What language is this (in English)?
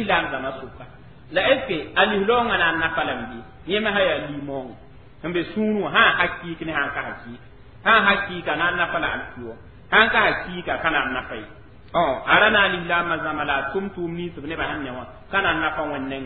Mossi